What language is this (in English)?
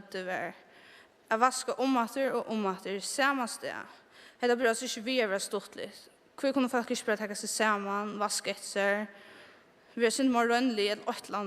Faroese